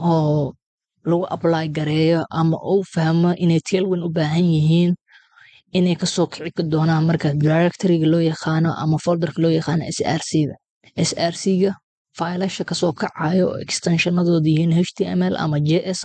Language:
Somali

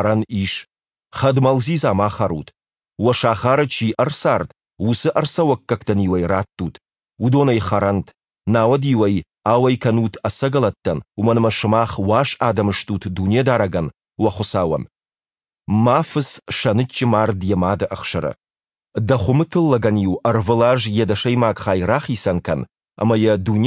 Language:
Ossetic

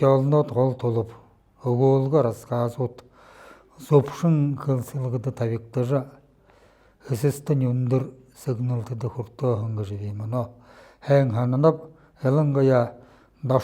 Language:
Buriat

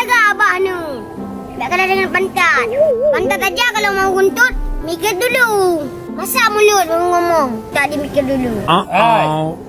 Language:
Achinese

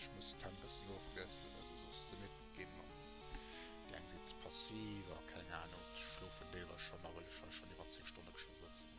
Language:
Luxembourgish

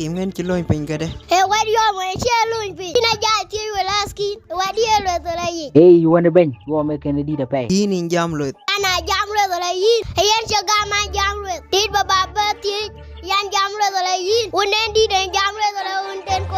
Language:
Dinka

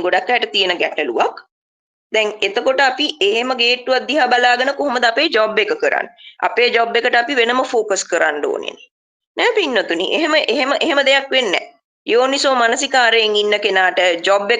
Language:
Sinhala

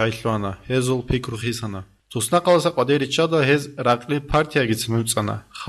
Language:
Avaric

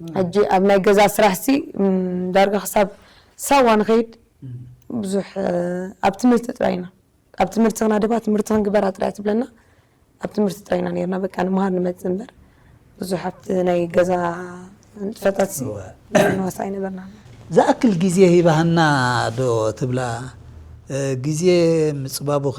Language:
Tigrinya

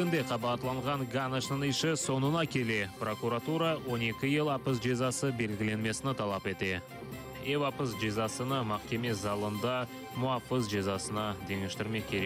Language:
Crimean Tatar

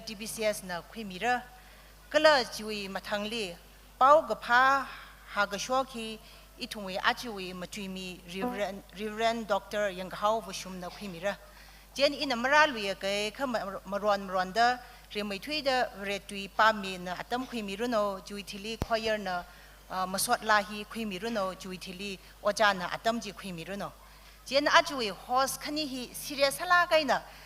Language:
Tangkhul Naga (India)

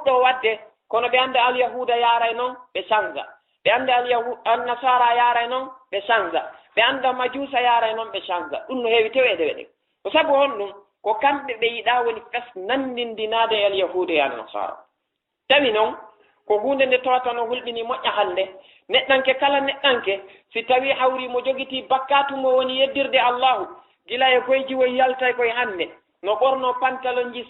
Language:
Fula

